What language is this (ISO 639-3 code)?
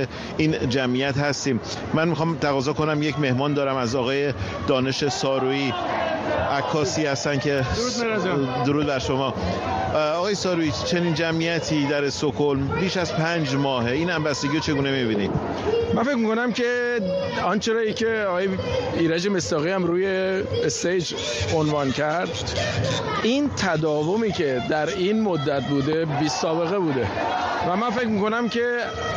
fas